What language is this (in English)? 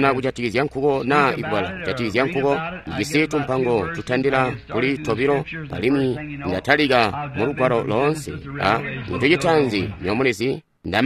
Tonga (Zambia)